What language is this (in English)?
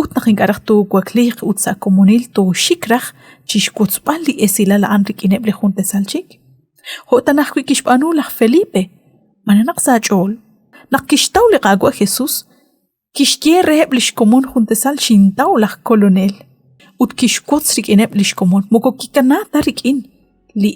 Kekchí